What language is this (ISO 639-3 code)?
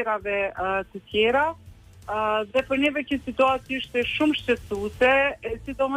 sqi